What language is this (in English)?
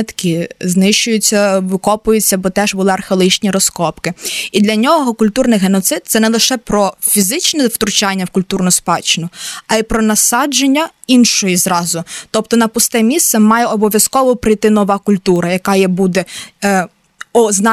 Ukrainian